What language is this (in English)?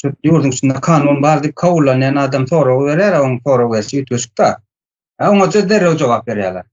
Turkmen